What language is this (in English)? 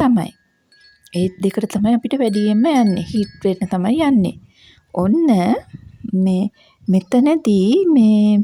Sinhala